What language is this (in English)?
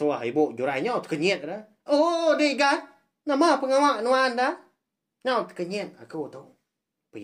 Iban